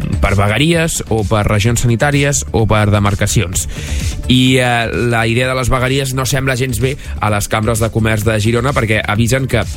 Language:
Catalan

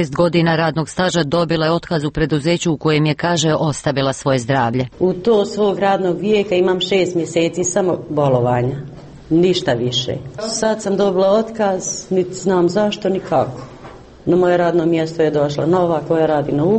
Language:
Croatian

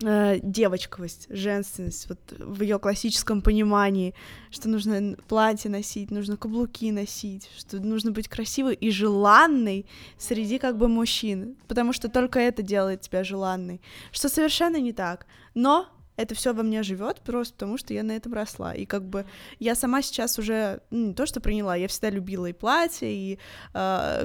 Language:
Russian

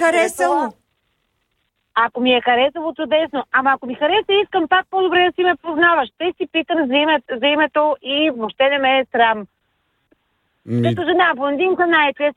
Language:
Bulgarian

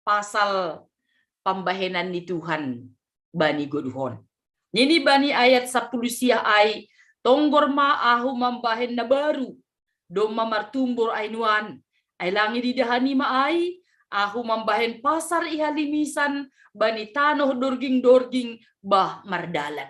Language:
Batak Simalungun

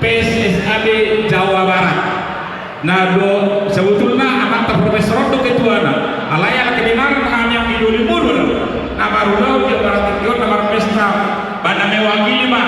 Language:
Batak Toba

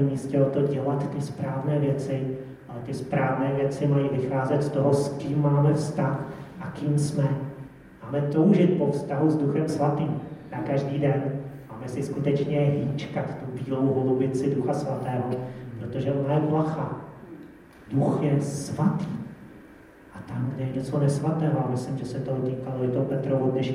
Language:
Czech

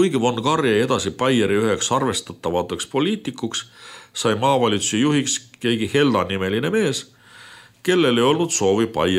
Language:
Estonian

